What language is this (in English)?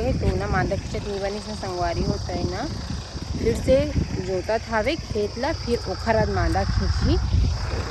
Chhattisgarhi